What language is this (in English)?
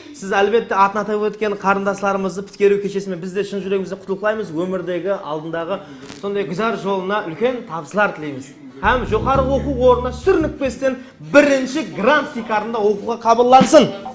Kara-Kalpak